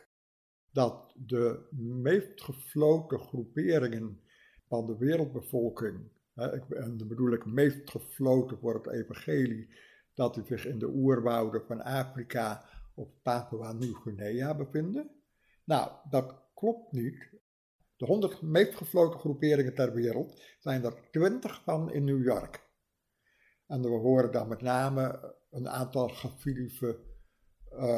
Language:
Dutch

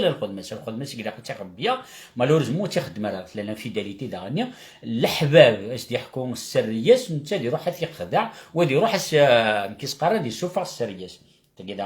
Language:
Kabyle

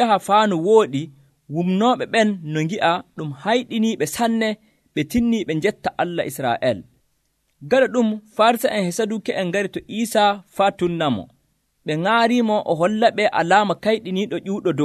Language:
Nigerian Fulfulde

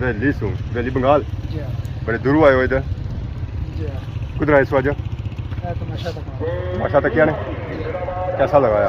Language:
Pahari-Potwari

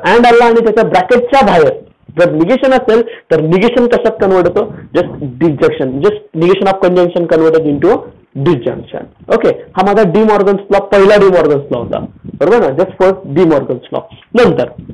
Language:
Marathi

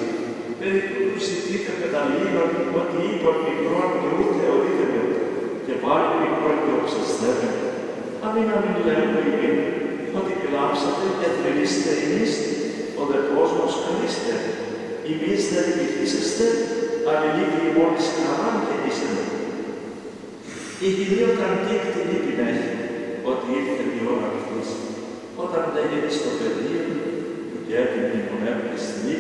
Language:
Greek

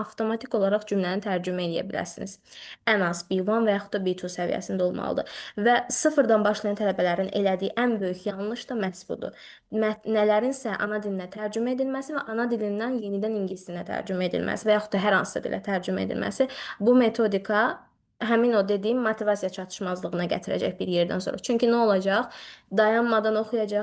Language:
Azerbaijani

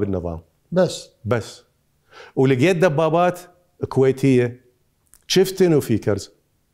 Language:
Mesopotamian Arabic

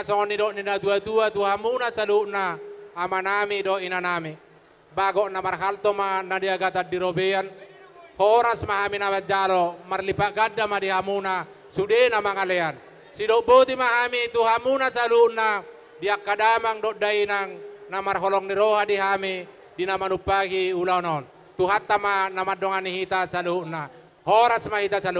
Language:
Batak Toba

